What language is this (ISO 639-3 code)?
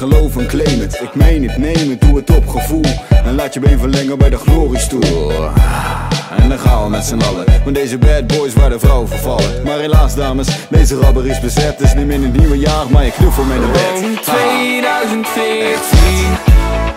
nld